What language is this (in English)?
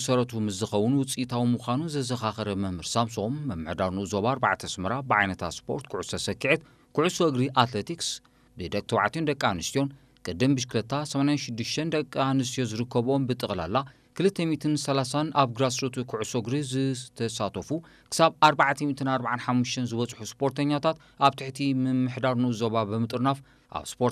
Tigrinya